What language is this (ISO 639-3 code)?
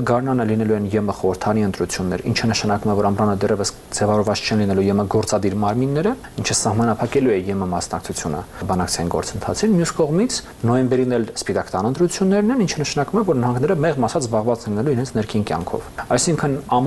hye